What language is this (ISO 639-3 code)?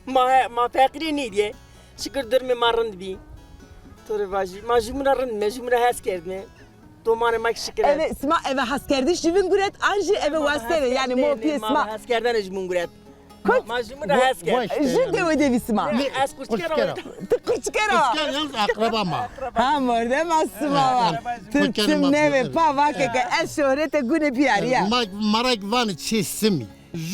zza